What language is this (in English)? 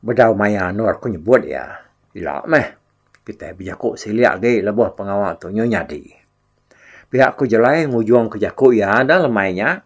Iban